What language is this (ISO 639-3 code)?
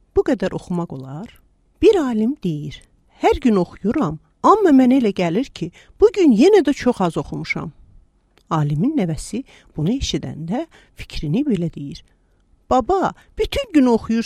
aze